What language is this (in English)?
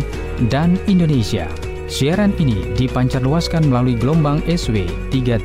Indonesian